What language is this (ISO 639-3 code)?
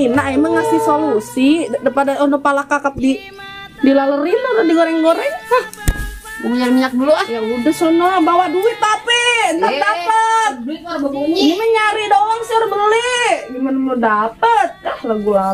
bew